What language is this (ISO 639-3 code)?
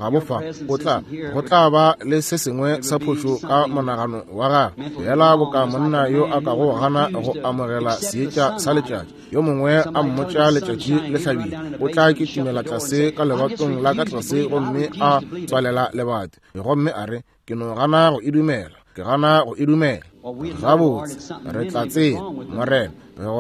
nso